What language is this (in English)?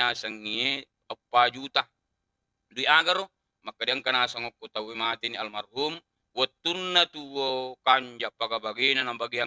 Buginese